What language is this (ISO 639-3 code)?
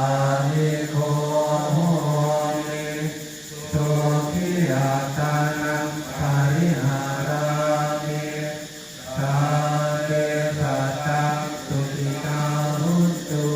pli